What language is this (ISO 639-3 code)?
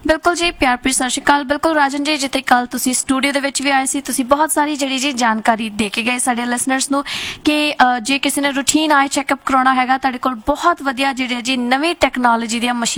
pan